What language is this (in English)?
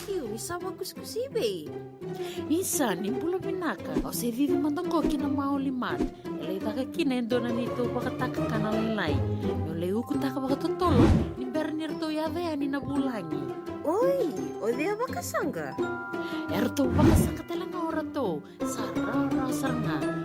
Fijian